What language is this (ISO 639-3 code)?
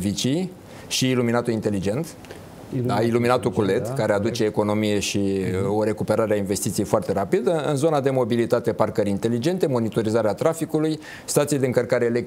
ron